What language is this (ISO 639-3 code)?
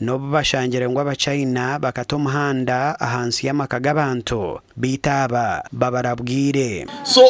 nyn